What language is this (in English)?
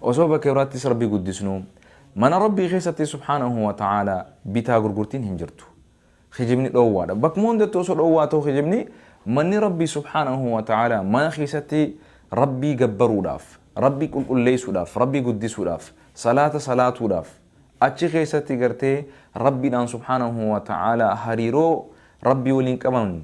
Oromo